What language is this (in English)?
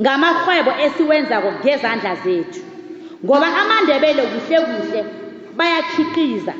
South Ndebele